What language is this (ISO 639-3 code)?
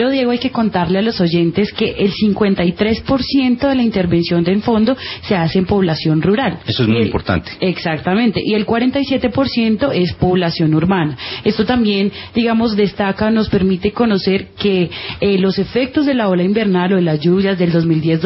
spa